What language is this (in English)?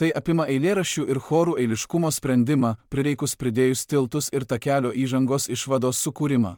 Lithuanian